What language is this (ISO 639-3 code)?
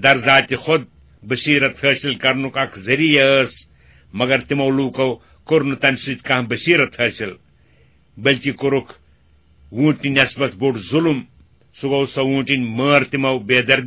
kas